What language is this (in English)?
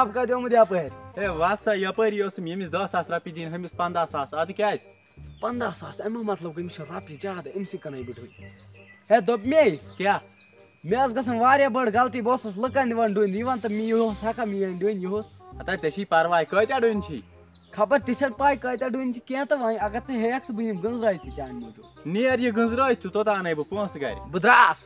Kashmiri